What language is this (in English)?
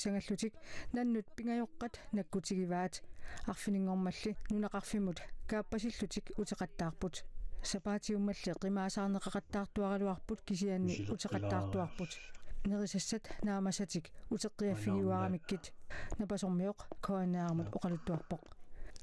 Kalaallisut